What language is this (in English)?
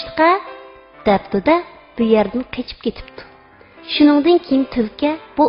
Uyghur